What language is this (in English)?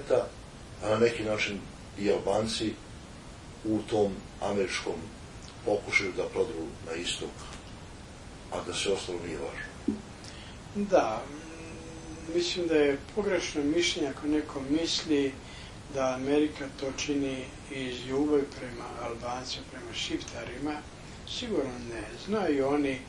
Serbian